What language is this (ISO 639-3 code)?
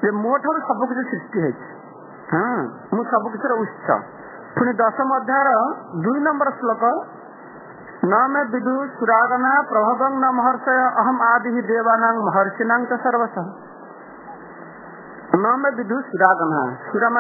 ori